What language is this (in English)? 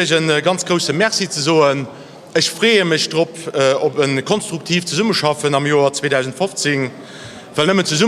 Luxembourgish